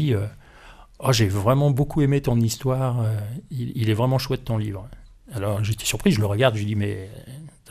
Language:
French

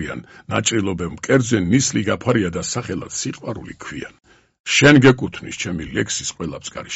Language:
Georgian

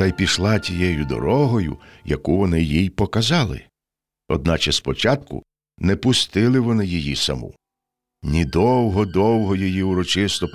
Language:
Ukrainian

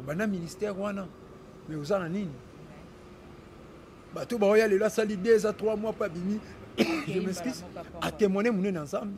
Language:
Lingala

